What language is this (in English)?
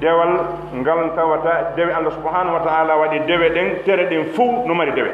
Pular